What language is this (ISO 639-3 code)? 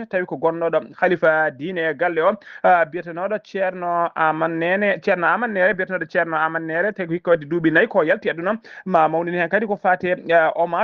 ful